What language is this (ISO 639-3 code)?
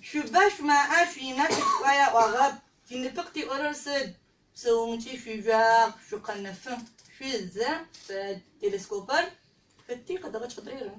ady